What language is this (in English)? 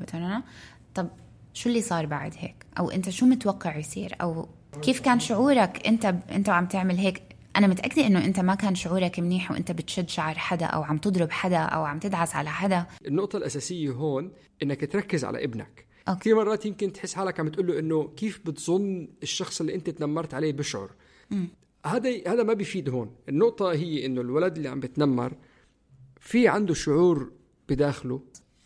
North Levantine Arabic